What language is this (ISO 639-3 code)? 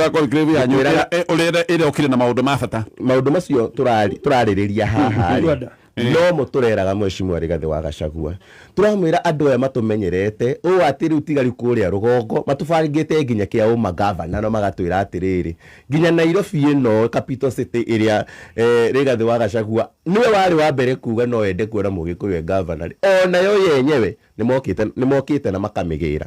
kik